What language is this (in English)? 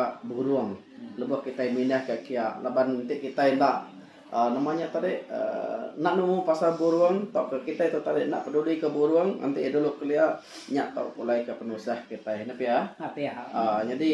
Iban